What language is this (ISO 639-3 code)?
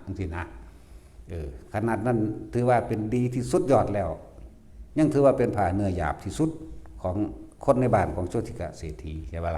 tts